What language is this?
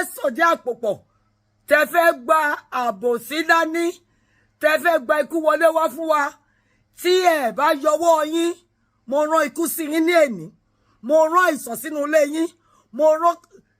Yoruba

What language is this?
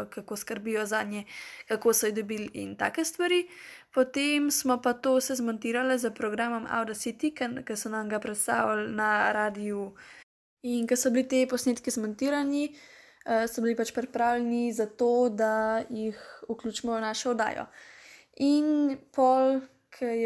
Slovenian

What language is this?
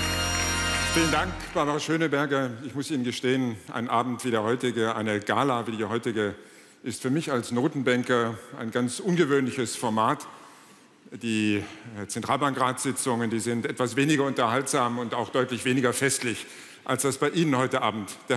German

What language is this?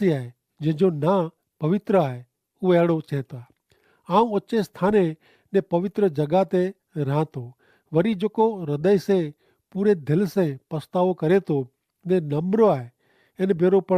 Kachhi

